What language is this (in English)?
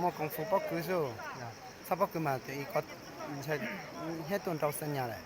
Hmong